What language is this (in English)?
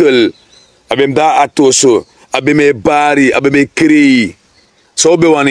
Sranan Tongo